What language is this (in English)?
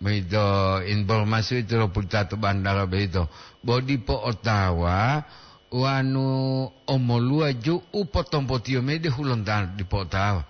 Gorontalo